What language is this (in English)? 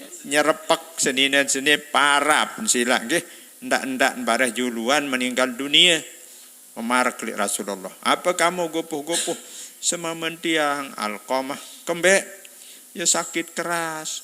Sasak